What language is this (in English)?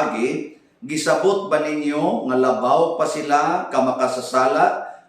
Cebuano